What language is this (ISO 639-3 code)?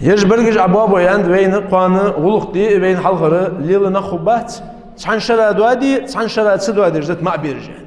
inh